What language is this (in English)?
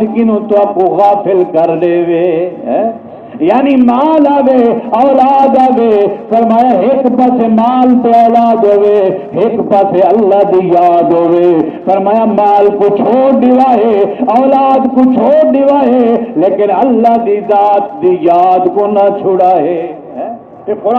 Saraiki